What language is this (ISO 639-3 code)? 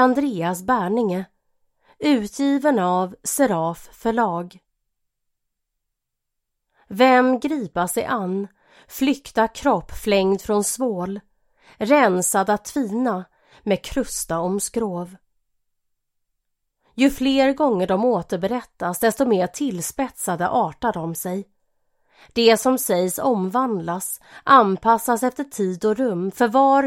swe